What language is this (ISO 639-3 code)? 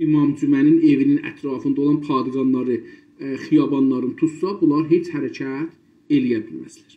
azb